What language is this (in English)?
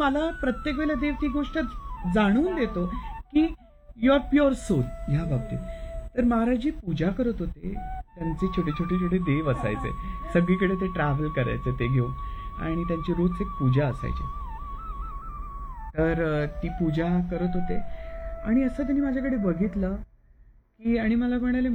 Marathi